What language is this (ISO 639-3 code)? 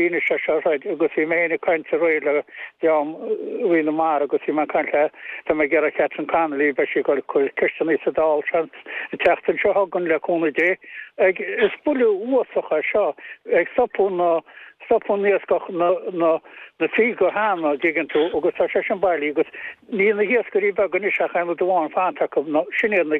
gle